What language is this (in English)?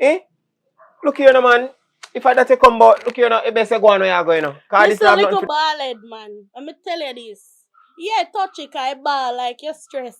Jamaican Creole English